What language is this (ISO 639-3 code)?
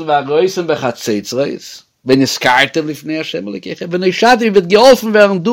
yid